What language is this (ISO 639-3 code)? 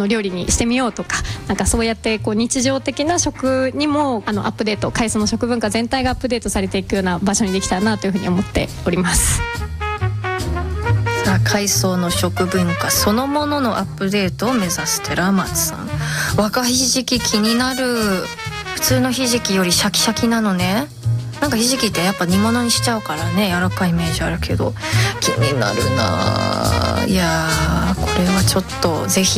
jpn